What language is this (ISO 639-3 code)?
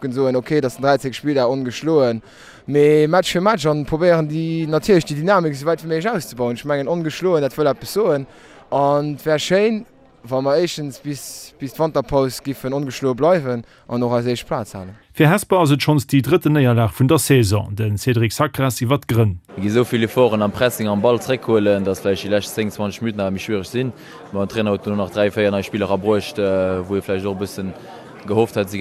ltz